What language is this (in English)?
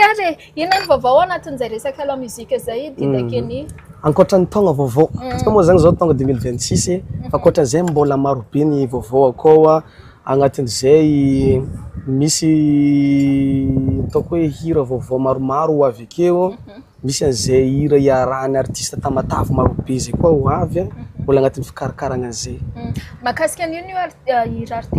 Malagasy